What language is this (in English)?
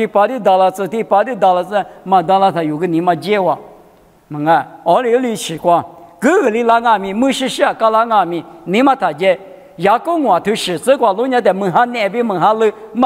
Lisu